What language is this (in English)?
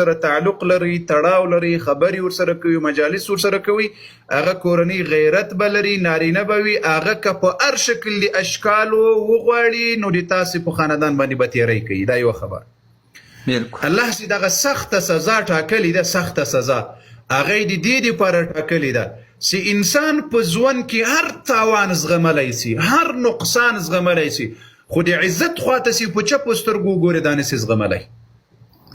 Pashto